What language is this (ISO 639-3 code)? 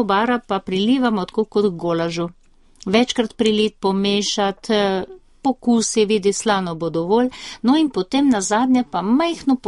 slv